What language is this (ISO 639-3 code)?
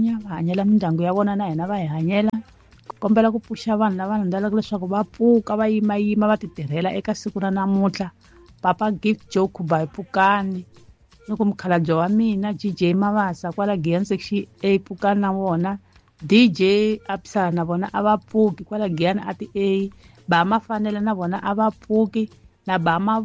tso